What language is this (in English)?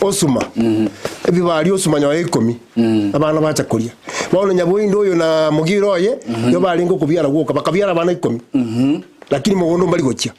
Gusii